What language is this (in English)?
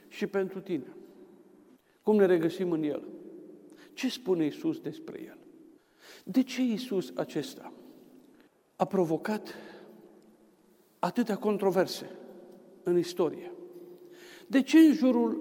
Romanian